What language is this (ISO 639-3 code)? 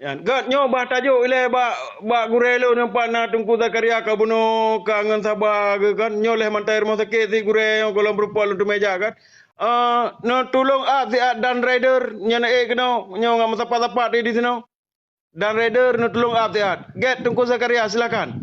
ace